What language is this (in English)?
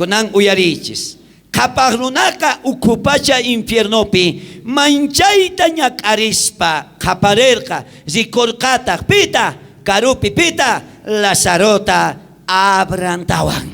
South Bolivian Quechua